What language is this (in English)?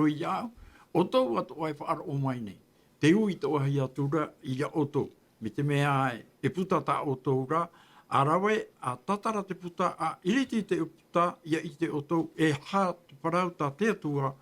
Tahitian